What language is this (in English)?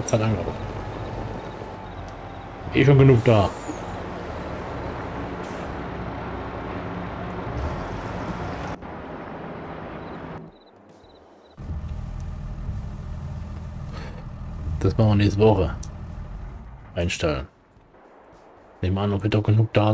German